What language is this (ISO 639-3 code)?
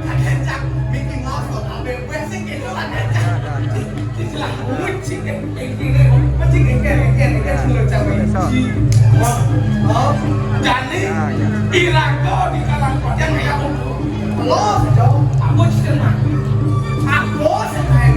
ban